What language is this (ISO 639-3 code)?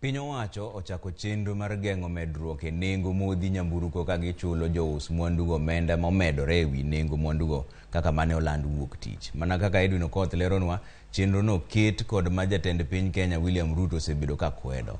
luo